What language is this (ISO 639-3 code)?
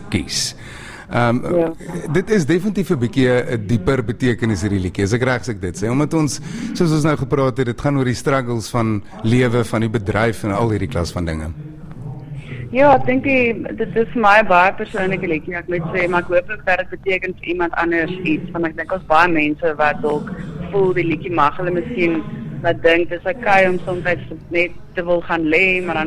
afr